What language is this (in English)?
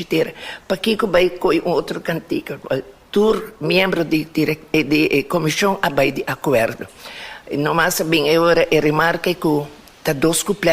Papiamento